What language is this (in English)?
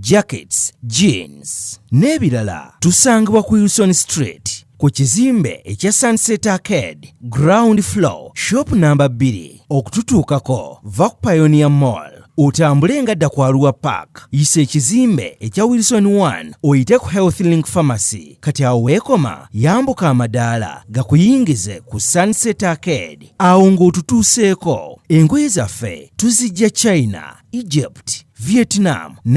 Ganda